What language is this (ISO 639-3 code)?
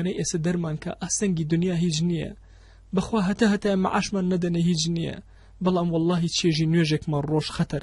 ckb